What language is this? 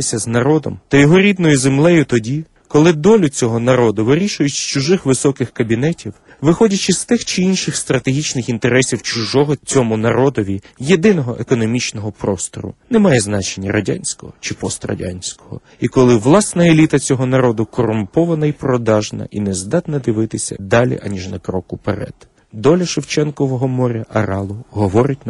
Ukrainian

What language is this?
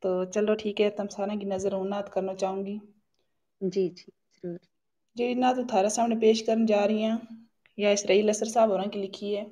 Gujari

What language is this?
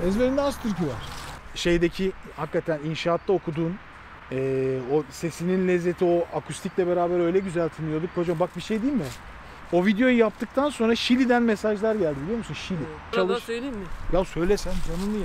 Turkish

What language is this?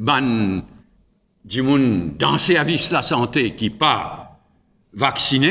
Morisyen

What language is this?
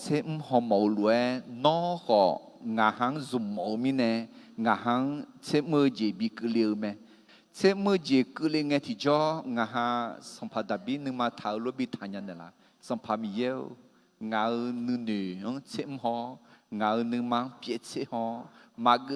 Akha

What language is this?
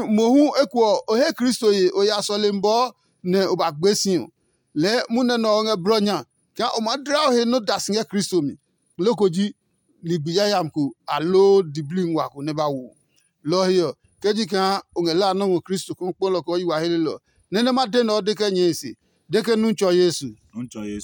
Adangme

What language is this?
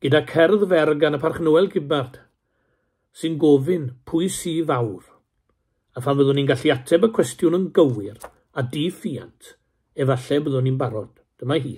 Welsh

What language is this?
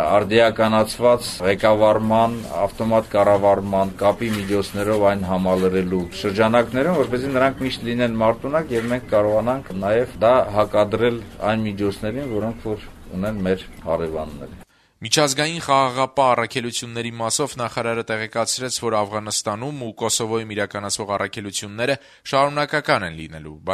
Armenian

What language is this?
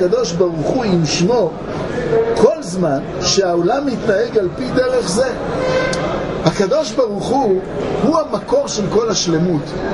Hebrew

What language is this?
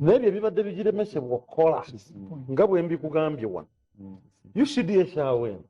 Ganda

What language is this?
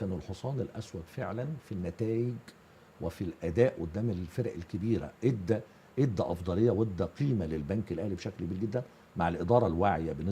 Egyptian Arabic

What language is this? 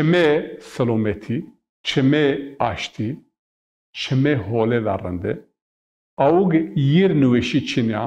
Zaza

